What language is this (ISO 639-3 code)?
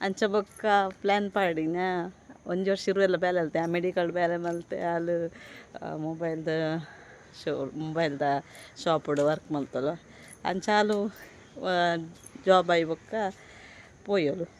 tcy